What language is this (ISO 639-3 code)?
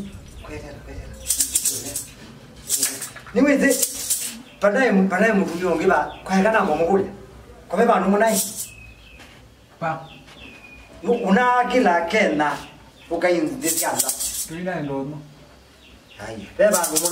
swa